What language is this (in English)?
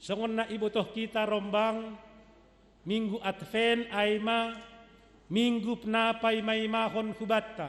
Batak Simalungun